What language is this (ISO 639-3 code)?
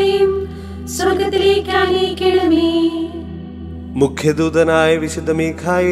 mal